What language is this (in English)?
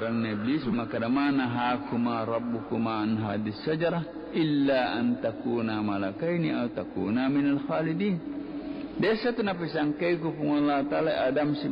Buginese